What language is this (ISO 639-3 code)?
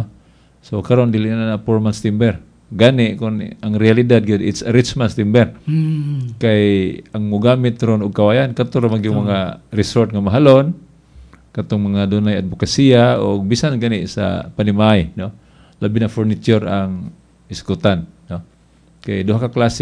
ceb